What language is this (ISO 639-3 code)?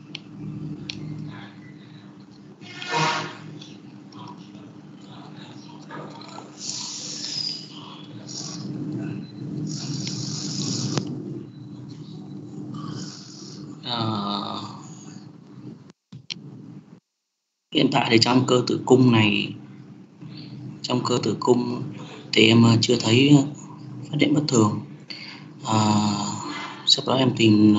vie